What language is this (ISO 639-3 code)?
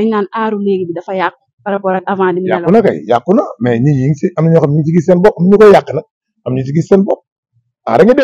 wol